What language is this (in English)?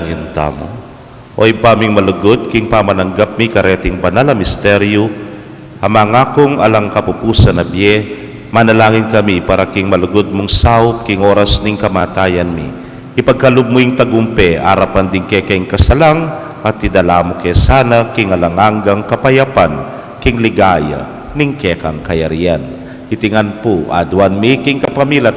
Pampanga